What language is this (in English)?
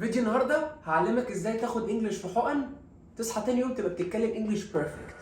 Egyptian Arabic